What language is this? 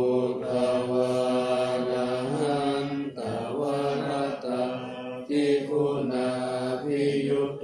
Pali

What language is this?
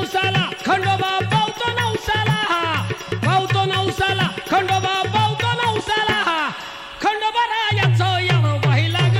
Marathi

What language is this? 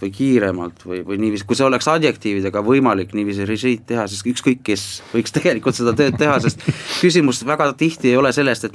Estonian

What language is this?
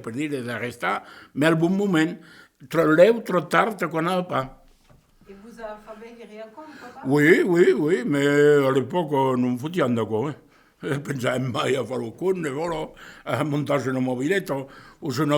Occitan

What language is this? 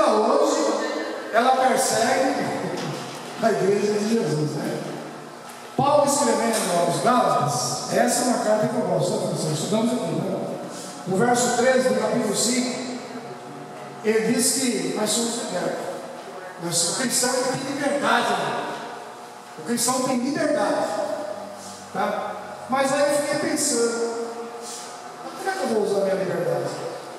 Portuguese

